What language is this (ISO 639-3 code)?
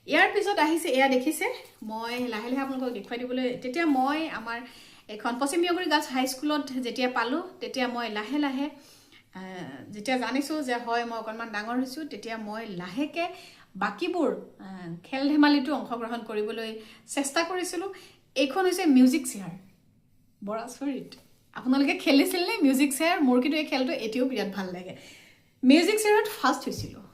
asm